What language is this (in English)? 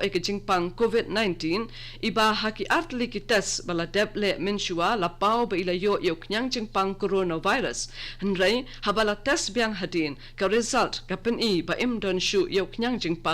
Khasi